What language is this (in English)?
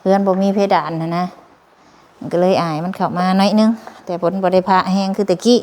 Lao